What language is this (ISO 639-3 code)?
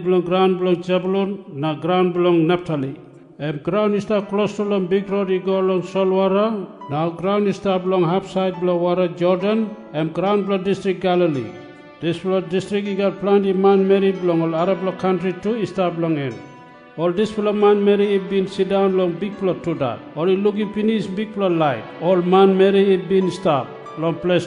tpi